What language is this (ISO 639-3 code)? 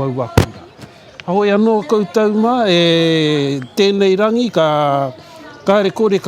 mri